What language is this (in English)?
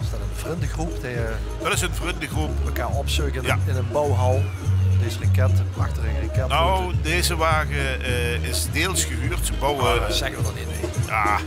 Limburgish